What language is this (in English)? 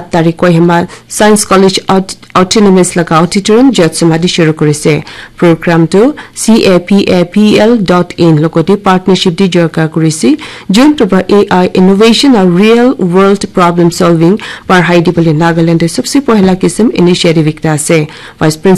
Naga Pidgin